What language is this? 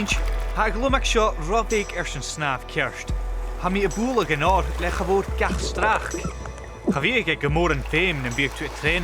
Scottish Gaelic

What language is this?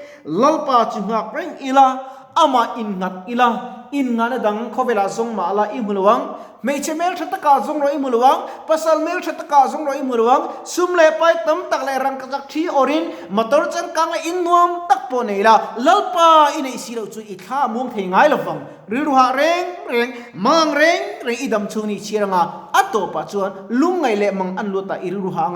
Mizo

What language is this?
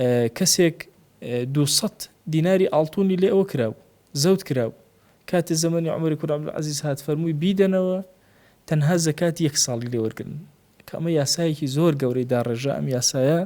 Central Kurdish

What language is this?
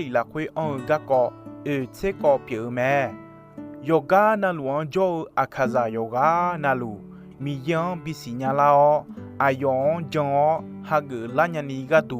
Akha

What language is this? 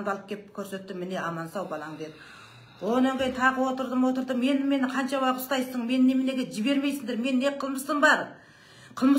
Kazakh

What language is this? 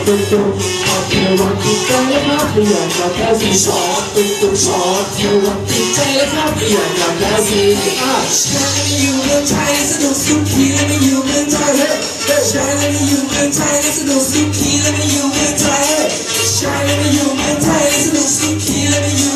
Thai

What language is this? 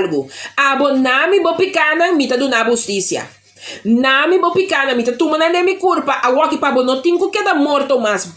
Papiamento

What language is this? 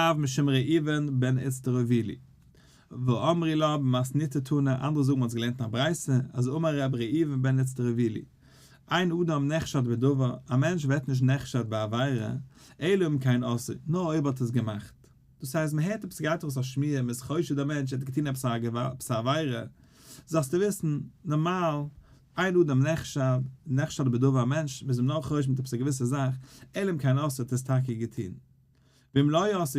Yiddish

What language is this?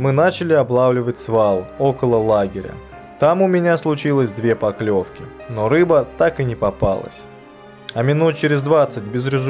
Russian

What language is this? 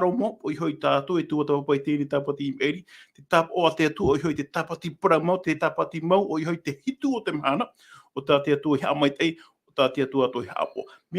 Tahitian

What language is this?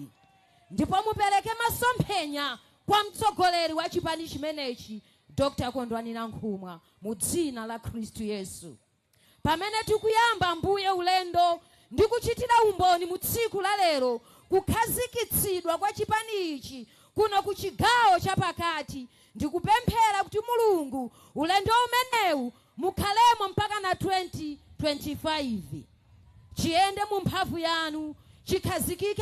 Nyanja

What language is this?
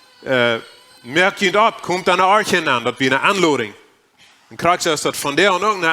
Plautdietsch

